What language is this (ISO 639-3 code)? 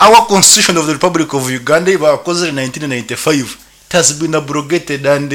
nyn